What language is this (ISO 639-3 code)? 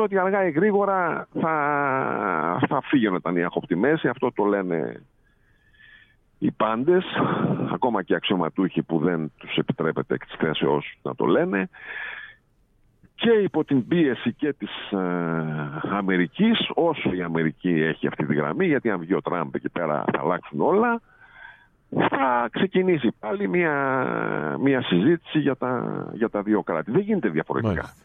ell